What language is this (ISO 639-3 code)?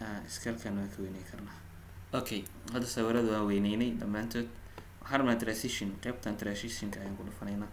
som